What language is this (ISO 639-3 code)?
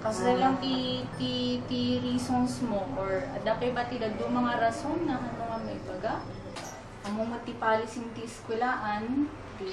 kne